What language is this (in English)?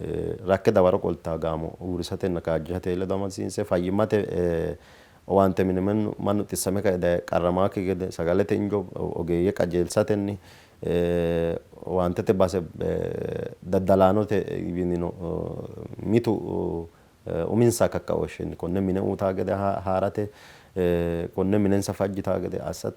Sidamo